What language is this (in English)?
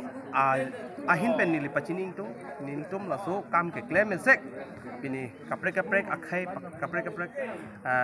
Karbi